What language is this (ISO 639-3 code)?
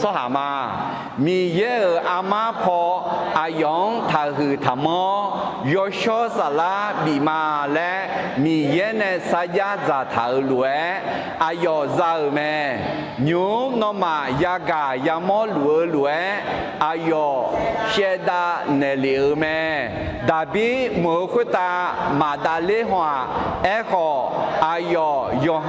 ahk